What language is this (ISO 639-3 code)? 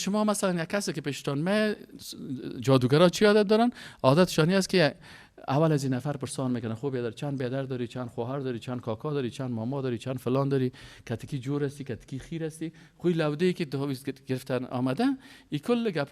fas